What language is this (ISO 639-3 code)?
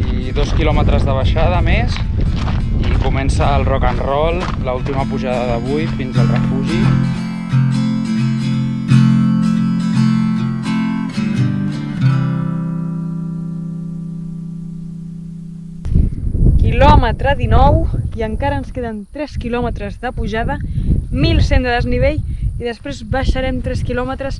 cat